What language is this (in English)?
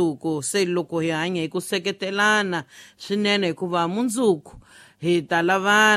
Tsonga